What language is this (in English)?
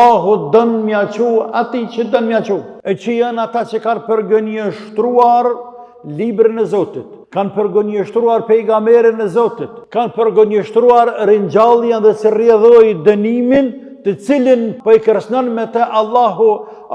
Albanian